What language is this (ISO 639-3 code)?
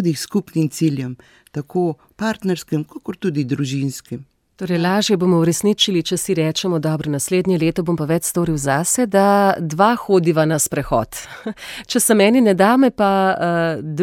slv